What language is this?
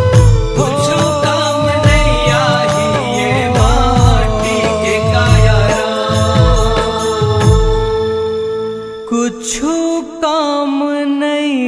Chhattisgarhi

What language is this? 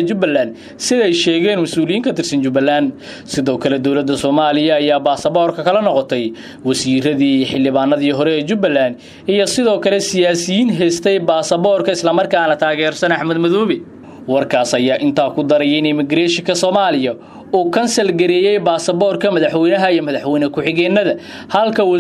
Somali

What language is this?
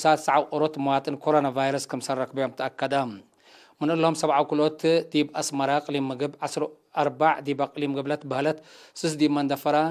Tigre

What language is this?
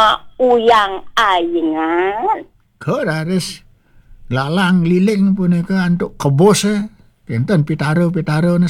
Balinese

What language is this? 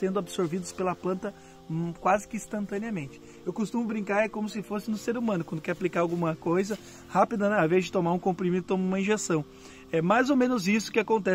Portuguese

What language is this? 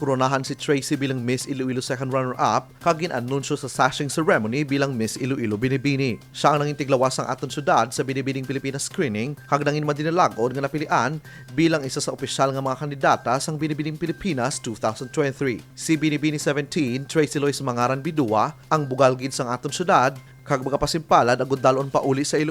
Hiligaynon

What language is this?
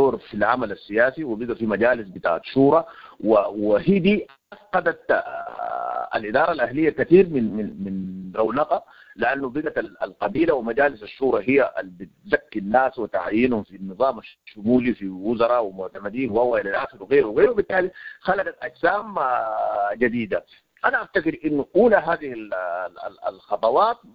Sudanese Arabic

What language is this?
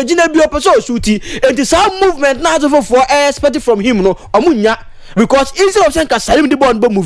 Akan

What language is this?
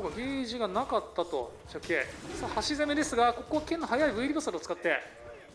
Japanese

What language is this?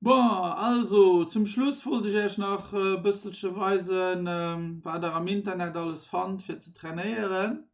Luxembourgish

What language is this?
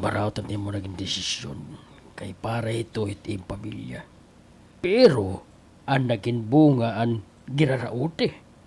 Waray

